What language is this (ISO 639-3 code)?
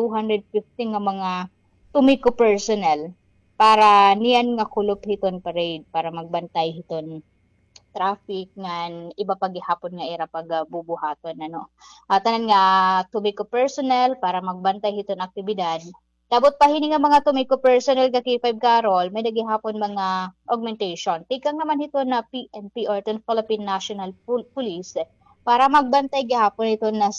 war